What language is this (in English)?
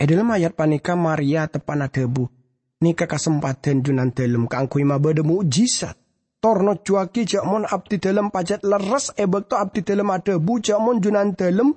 Madurese